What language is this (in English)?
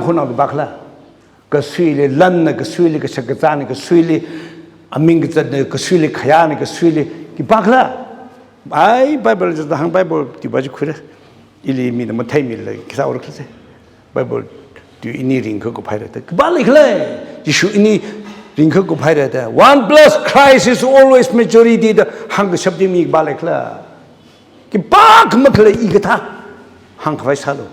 Tangkhul Naga (India)